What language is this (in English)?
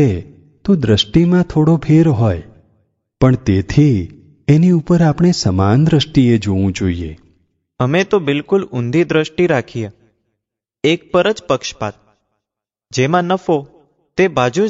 Gujarati